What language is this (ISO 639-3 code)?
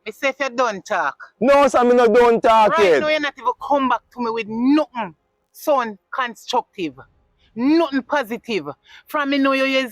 jam